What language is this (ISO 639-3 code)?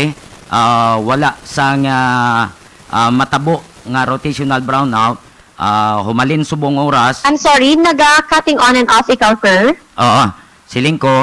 hil